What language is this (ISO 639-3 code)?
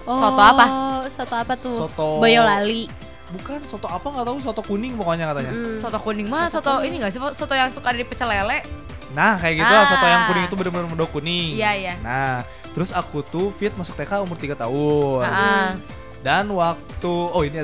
ind